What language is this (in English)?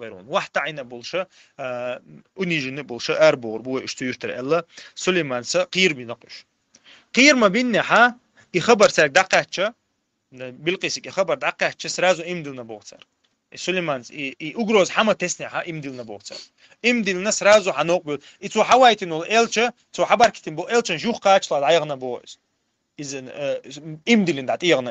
Chechen